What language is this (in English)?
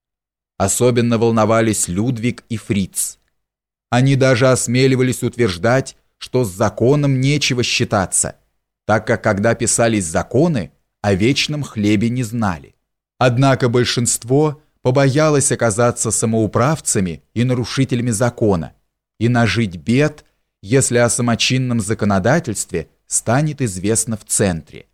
Russian